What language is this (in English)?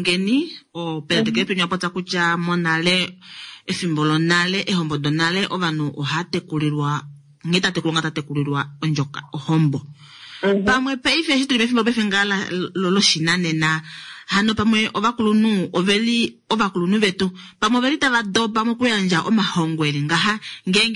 Kuanyama